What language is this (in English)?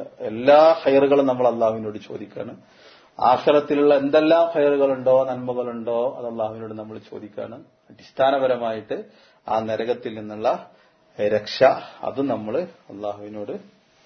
Malayalam